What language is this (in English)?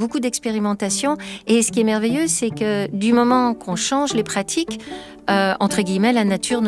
French